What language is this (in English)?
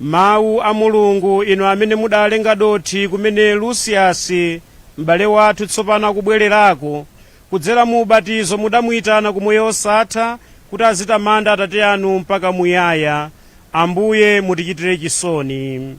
Nyanja